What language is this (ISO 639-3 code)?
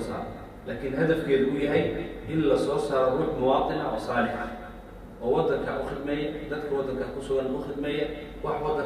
som